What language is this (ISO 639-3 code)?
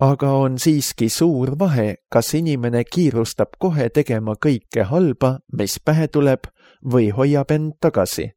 est